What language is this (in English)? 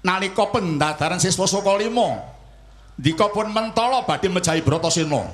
Javanese